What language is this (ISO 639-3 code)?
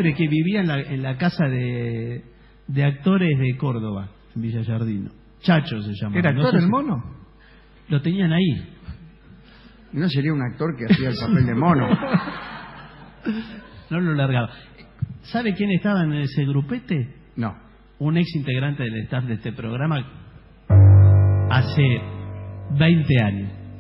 spa